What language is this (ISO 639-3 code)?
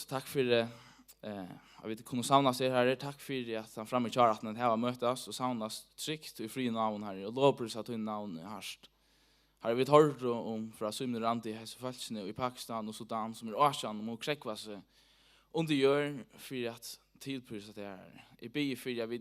fao